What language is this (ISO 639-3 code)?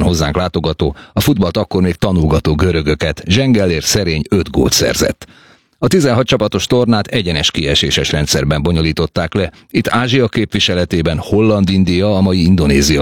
hun